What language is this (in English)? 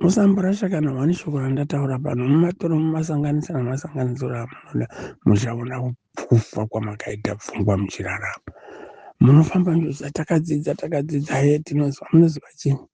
Shona